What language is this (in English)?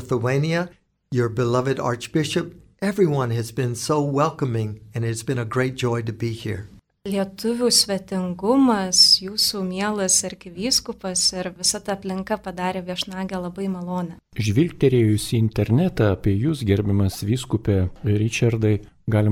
Lithuanian